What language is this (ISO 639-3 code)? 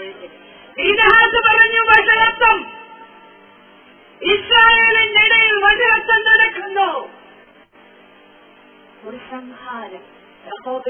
mal